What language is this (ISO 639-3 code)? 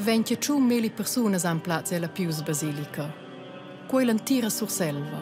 roh